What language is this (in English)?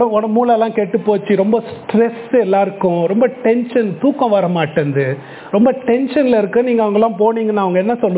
Tamil